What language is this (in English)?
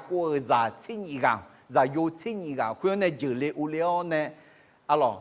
Akha